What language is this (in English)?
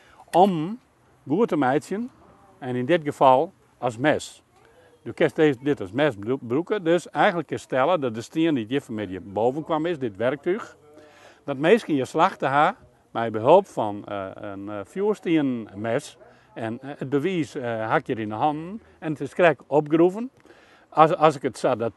Western Frisian